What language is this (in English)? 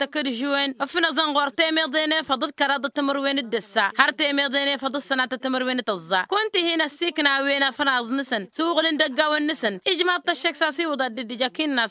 Tamasheq